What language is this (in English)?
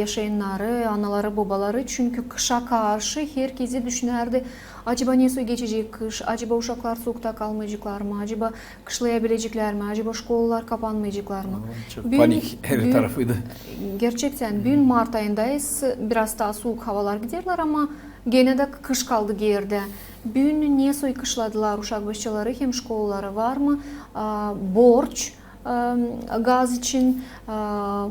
Gagauz